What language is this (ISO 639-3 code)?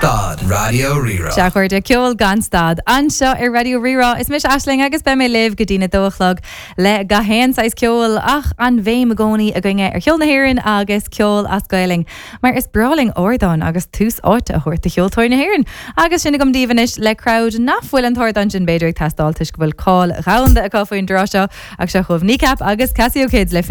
gle